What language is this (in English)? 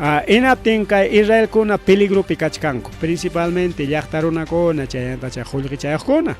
Ayacucho Quechua